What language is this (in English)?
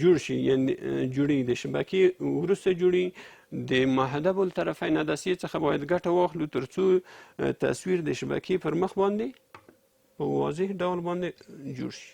Pashto